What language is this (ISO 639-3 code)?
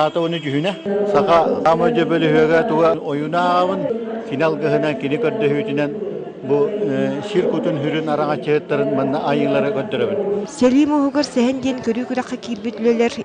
sah